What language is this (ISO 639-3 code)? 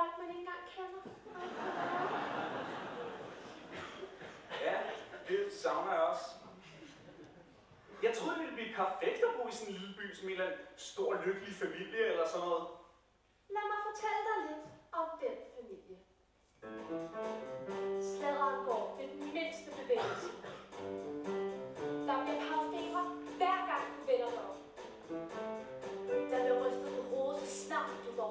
dan